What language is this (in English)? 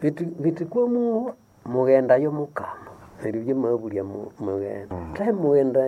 Nande